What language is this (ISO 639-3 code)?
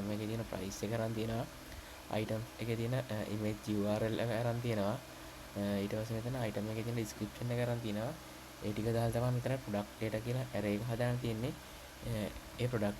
sin